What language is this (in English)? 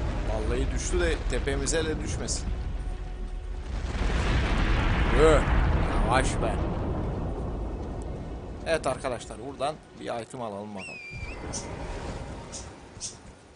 Turkish